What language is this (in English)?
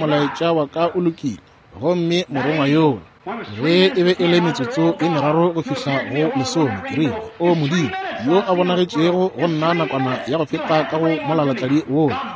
Northern Sotho